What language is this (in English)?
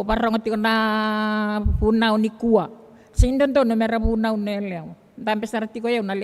Fijian